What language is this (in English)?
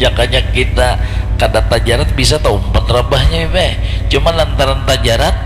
Banjar